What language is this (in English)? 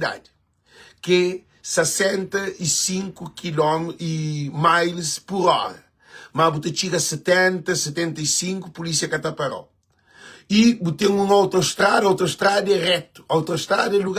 Kabuverdianu